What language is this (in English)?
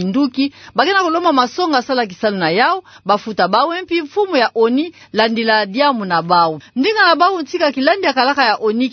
Kituba (Democratic Republic of Congo)